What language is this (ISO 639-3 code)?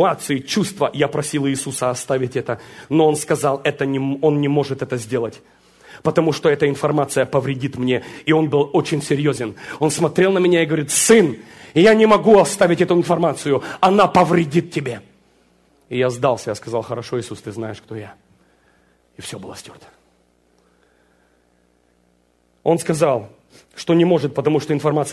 rus